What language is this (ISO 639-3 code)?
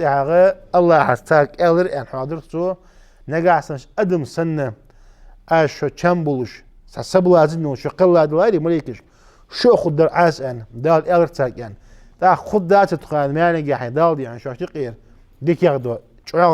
inh